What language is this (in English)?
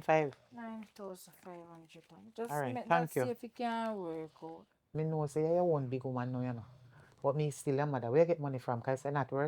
Jamaican Creole English